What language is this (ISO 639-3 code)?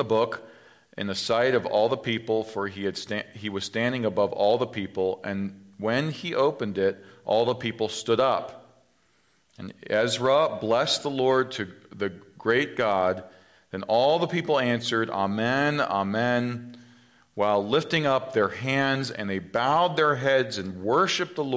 eng